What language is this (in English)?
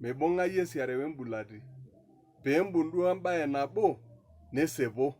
Masai